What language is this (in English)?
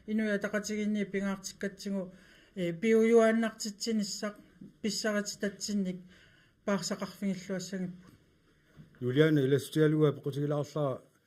Kalaallisut